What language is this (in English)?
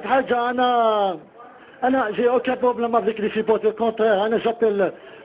Algerian Arabic